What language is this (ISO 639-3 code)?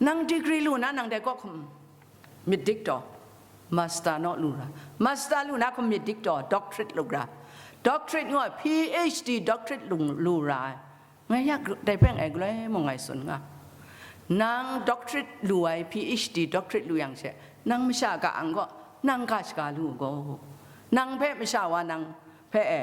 kac